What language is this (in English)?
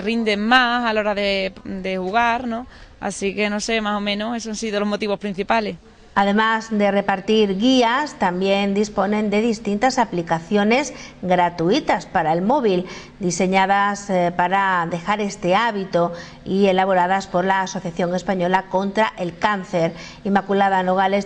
Spanish